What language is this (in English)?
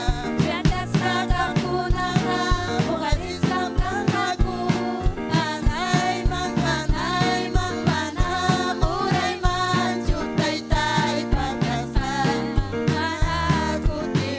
Ayacucho Quechua